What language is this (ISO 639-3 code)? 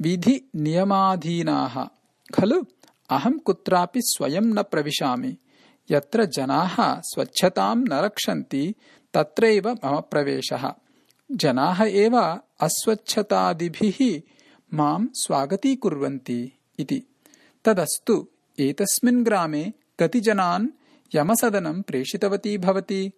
san